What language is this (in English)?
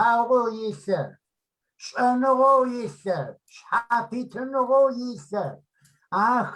Kabardian